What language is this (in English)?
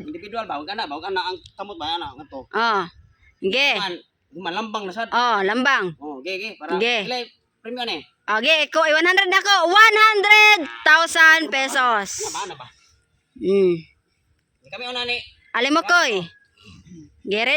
Cebuano